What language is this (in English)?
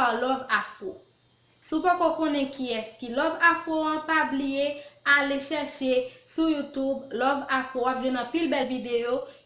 Haitian Creole